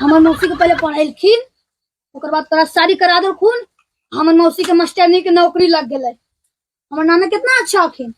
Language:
Magahi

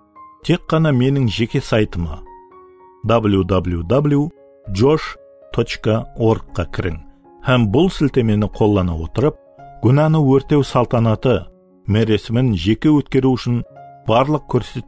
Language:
Kara-Kalpak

